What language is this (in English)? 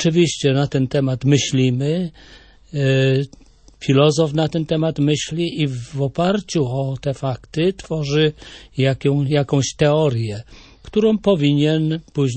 Polish